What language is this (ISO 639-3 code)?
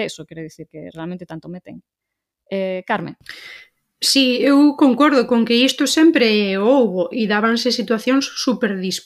glg